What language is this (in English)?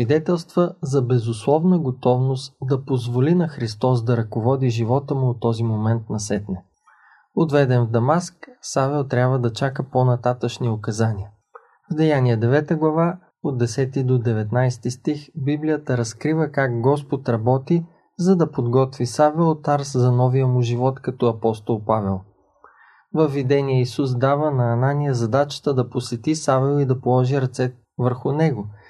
Bulgarian